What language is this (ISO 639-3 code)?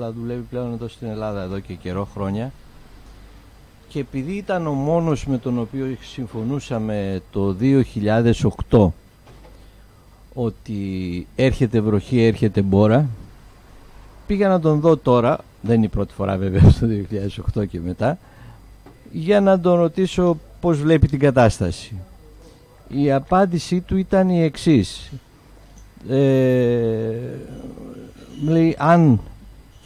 ell